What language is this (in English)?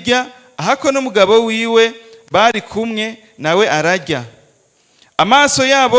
Rundi